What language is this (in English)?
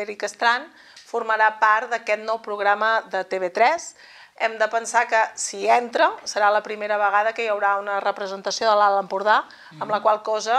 Catalan